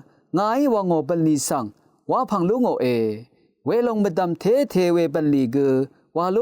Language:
Rawang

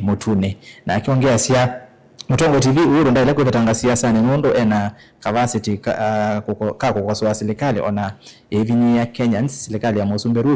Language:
Kamba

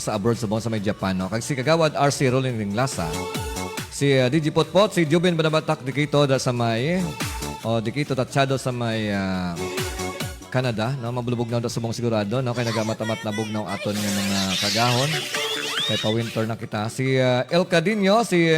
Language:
Hiligaynon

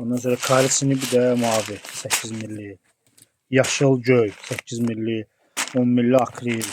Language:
Azerbaijani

